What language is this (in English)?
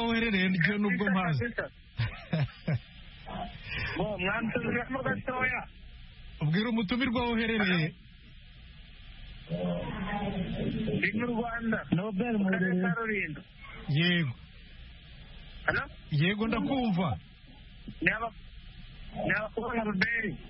Kinyarwanda